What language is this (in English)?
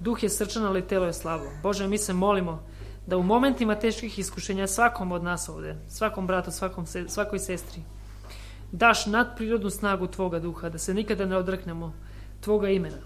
Serbian